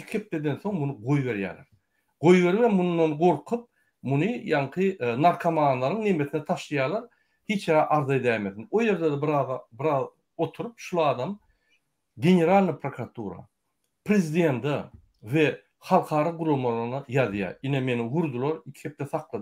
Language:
Turkmen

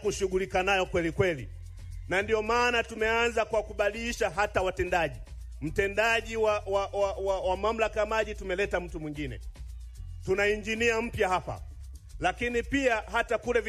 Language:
Swahili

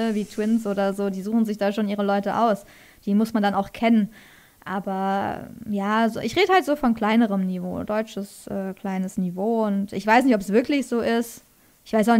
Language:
German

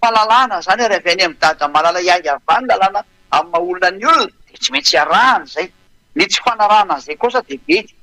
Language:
Malagasy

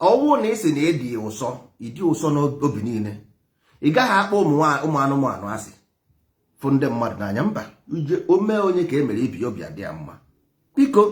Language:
Igbo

